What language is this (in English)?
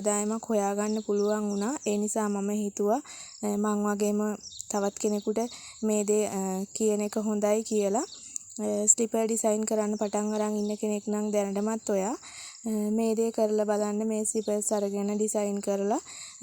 Sinhala